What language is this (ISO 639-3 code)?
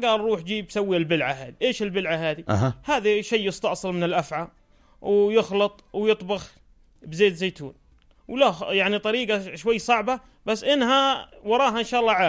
apc